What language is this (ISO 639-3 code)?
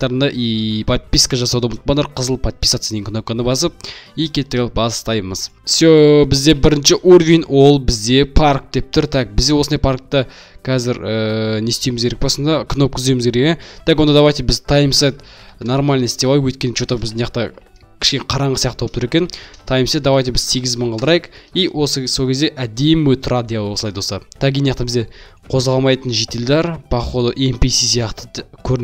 kaz